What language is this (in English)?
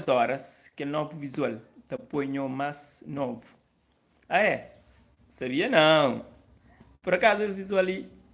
Kabuverdianu